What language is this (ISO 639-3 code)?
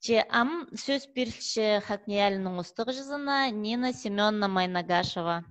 kjh